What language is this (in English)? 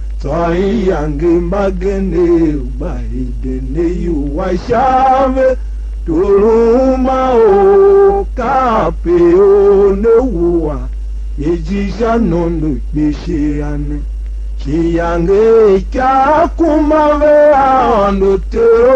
Tiv